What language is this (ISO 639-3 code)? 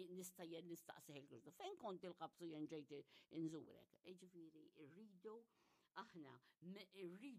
mlt